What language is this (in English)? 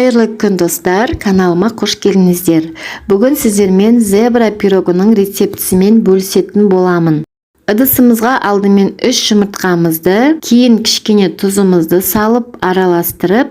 Kazakh